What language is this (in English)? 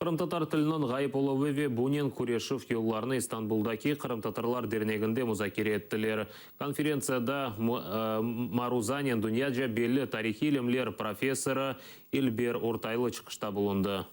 Crimean Tatar